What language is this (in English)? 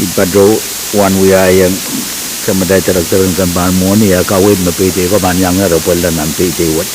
Pohnpeian